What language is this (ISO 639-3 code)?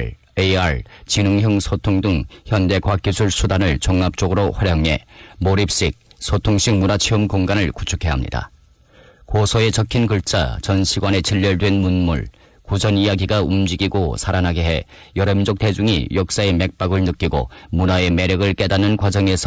kor